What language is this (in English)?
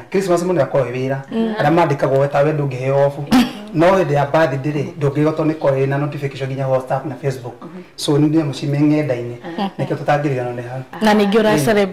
Kikuyu